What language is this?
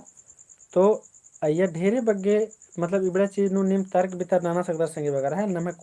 Kurukh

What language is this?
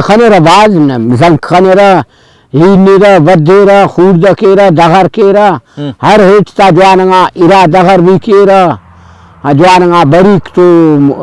Brahui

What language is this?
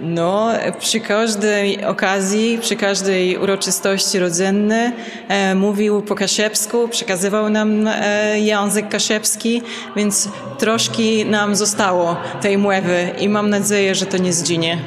Kashubian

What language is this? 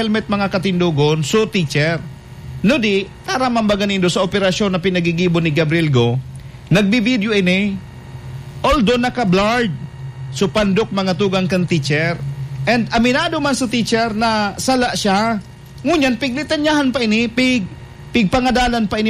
Bikol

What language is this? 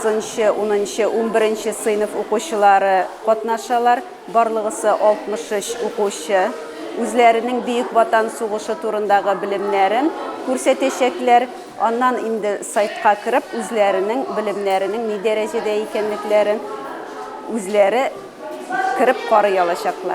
Tatar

